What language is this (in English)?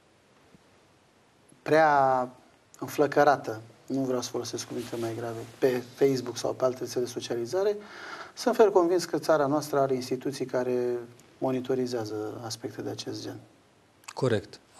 Romanian